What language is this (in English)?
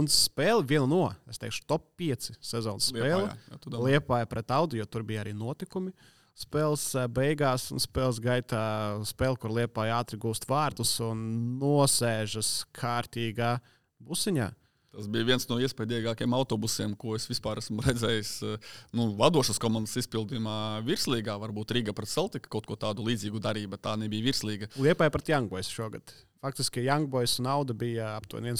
Latvian